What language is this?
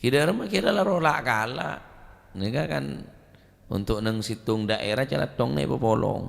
Madurese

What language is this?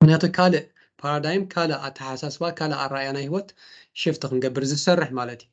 Tigrinya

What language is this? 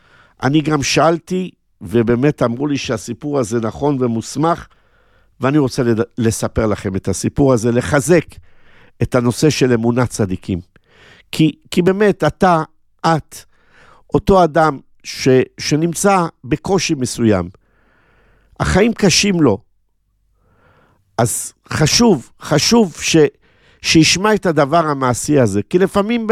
Hebrew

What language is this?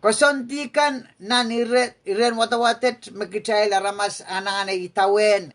Pohnpeian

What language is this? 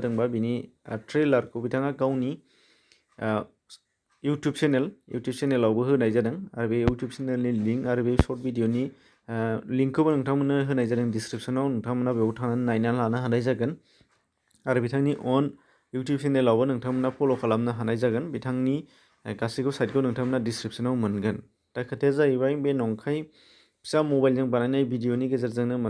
Bodo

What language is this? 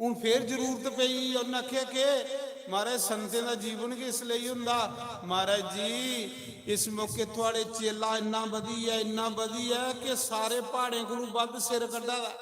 Dogri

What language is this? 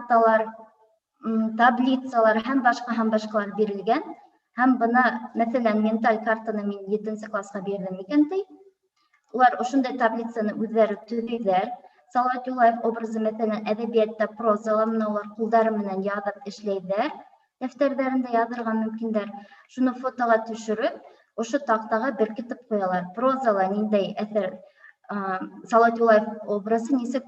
Bashkir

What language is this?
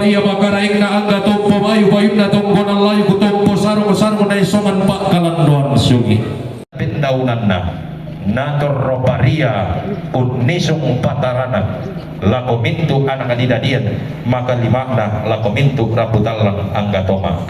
Toraja-Sa'dan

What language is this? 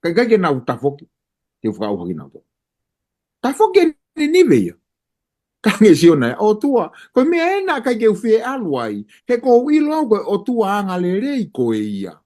Tongan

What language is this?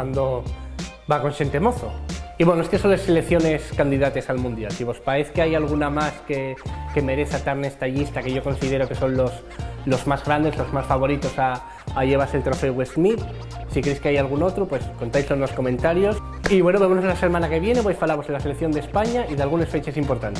Asturian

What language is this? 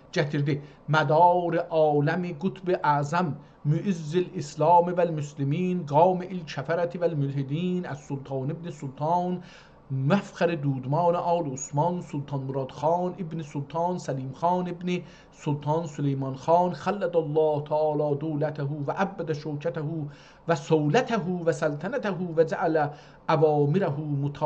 South Azerbaijani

